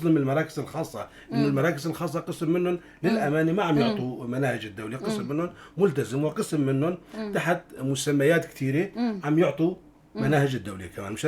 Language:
North Levantine Arabic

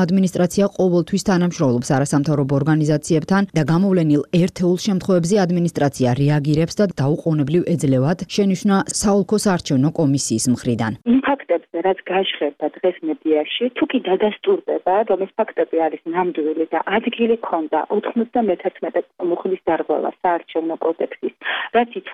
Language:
Georgian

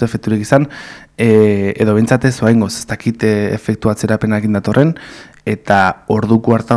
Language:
Basque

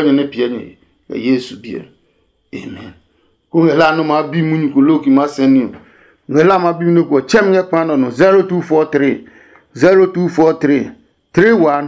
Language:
Adangme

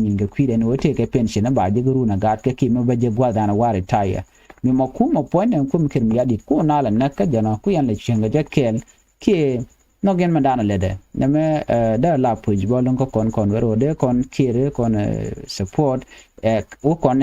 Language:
Nuer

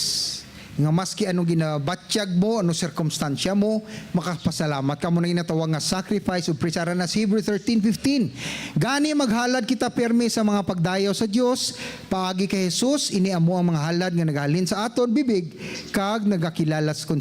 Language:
Hiligaynon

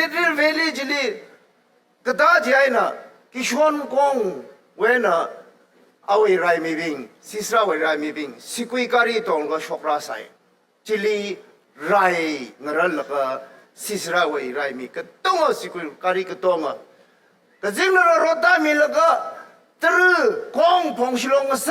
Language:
Tangkhul Naga (India)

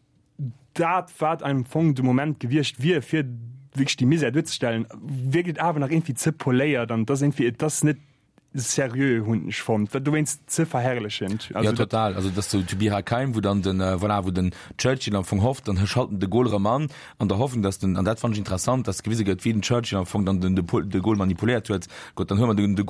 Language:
Luxembourgish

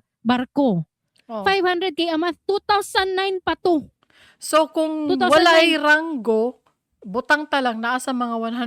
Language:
Cebuano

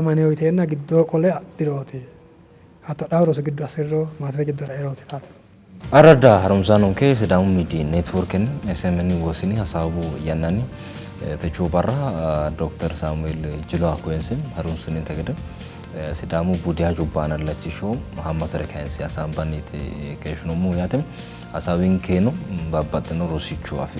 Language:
Sidamo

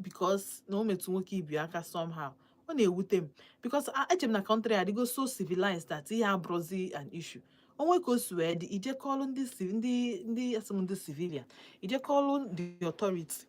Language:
Igbo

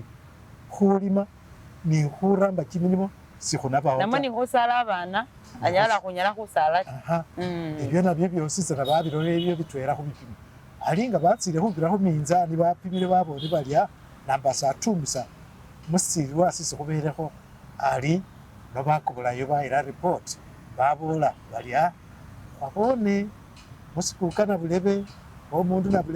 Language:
Masaaba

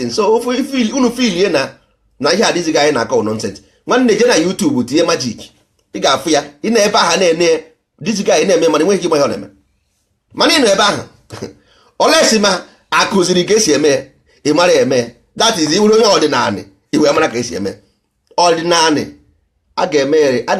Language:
Igbo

